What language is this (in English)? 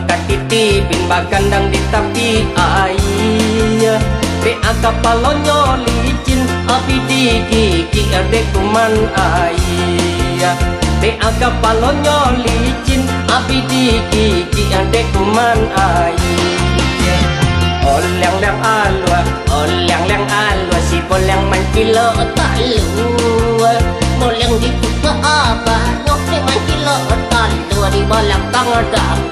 Minangkabau